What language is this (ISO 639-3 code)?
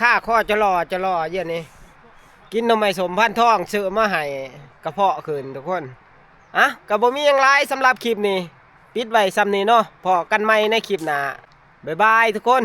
tts